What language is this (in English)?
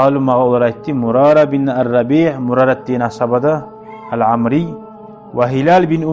Kumyk